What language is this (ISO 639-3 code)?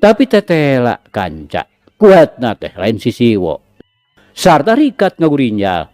sun